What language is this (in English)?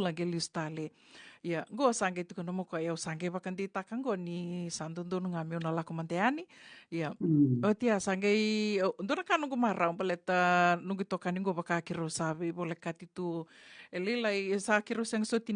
Fijian